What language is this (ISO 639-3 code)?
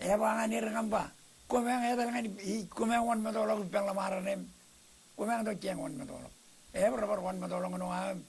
mah